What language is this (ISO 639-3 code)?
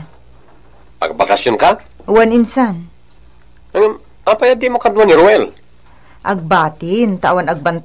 ilo